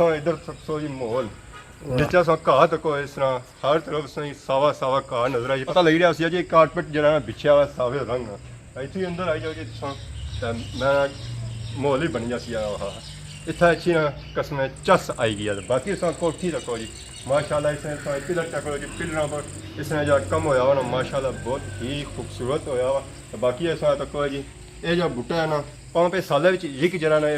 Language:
Pahari-Potwari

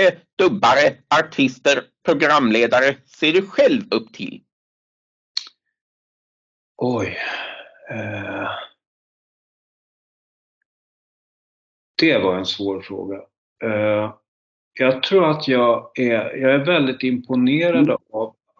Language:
Swedish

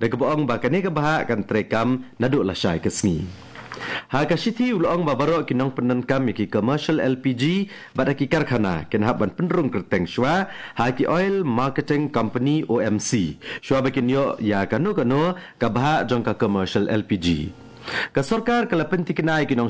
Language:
Khasi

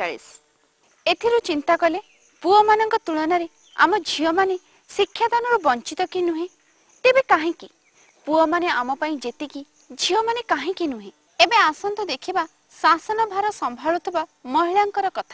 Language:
Odia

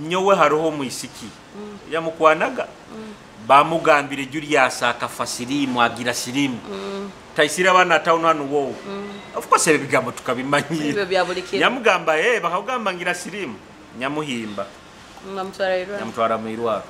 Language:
Nyoro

